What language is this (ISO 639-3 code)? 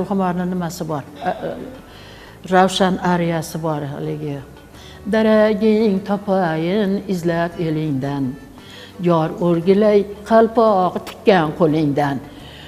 uzb